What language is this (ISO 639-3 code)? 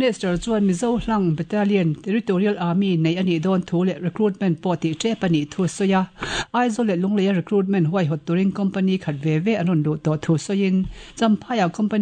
lus